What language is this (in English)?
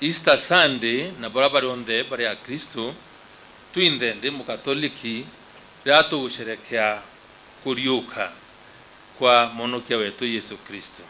Meru